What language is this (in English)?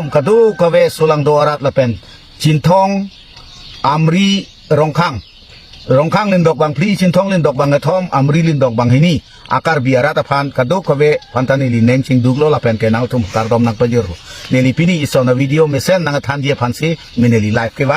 Karbi